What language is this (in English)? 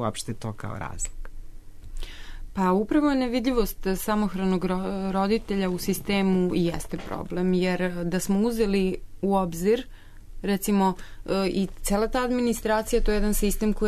Serbian